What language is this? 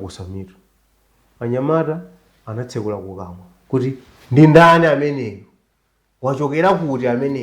Nyanja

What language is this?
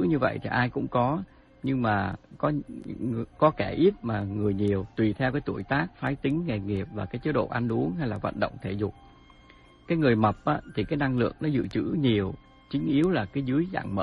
Vietnamese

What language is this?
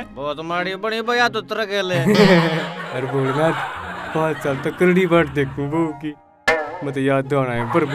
Haryanvi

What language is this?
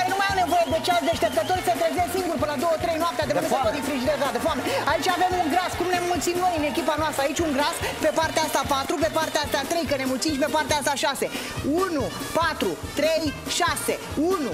Romanian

